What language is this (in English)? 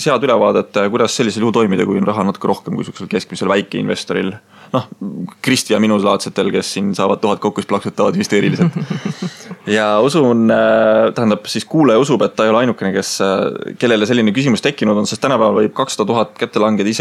Estonian